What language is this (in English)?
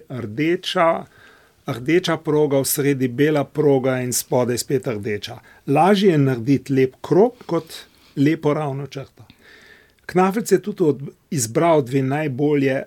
Slovenian